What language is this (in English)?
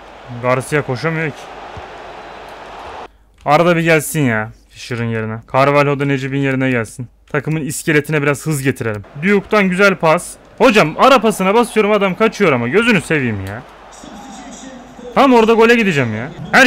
Turkish